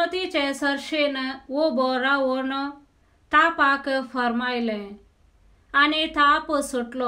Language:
Konkani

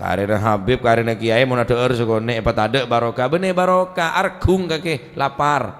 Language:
Madurese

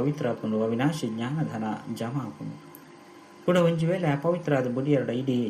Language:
Tulu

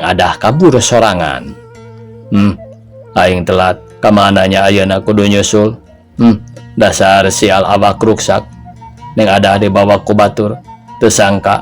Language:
Sundanese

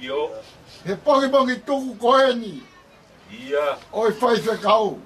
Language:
Tongan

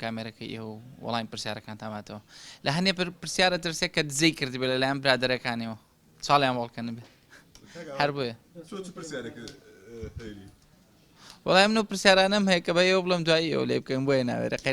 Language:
Central Kurdish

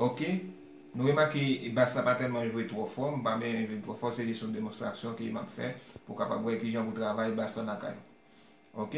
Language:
Haitian Creole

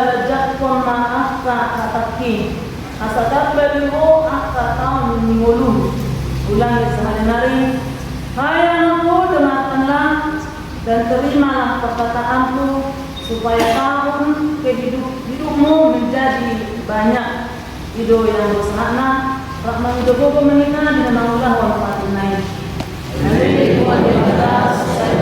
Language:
Batak Toba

